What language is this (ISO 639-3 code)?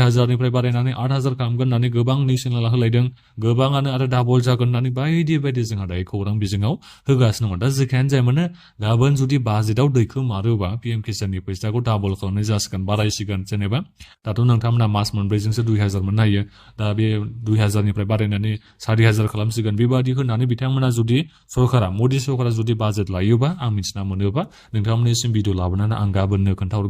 brx